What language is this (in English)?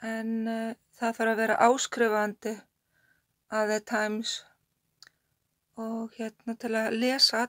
Icelandic